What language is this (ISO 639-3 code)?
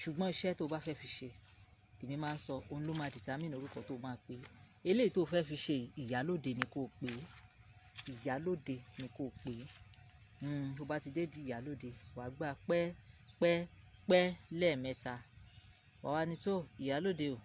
yor